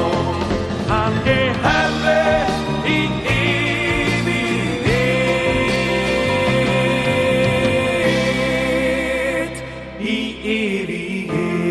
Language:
Swedish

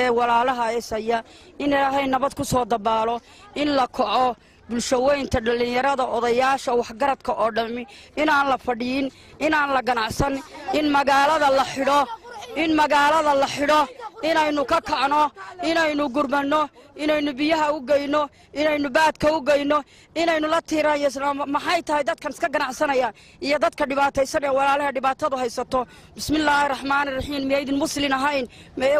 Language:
Somali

